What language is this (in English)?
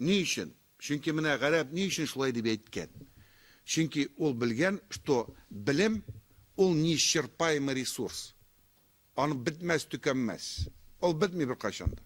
Tatar